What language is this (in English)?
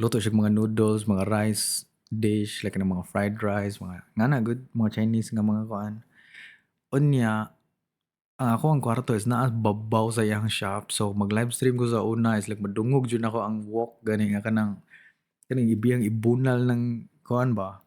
Cebuano